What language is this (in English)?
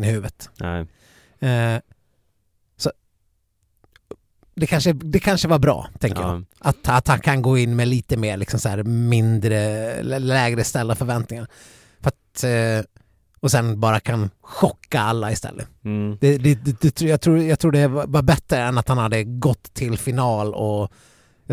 Swedish